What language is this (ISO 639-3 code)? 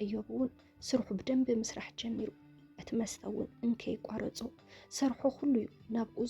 tir